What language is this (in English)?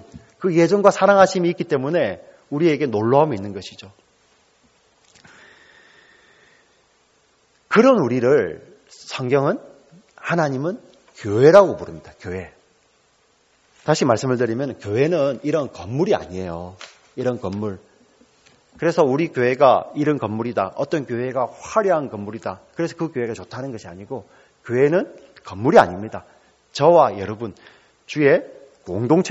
Korean